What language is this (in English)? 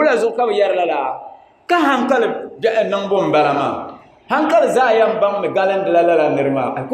Dagbani